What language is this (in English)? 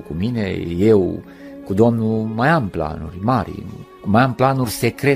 Romanian